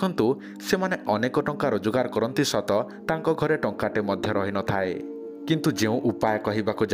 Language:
Odia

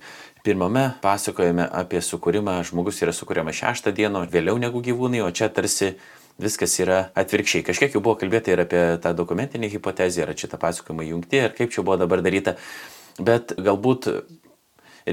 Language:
Lithuanian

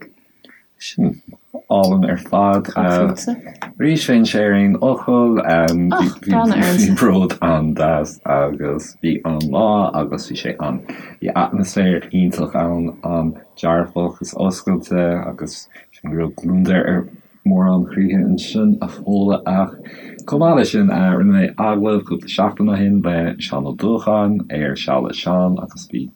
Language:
Irish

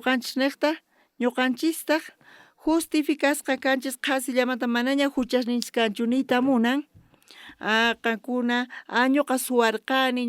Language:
South Bolivian Quechua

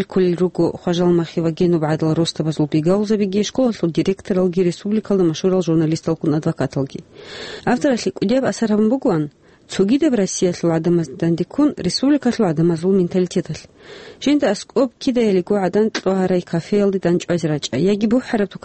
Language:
Avaric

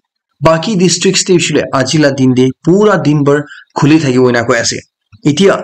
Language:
Naga Pidgin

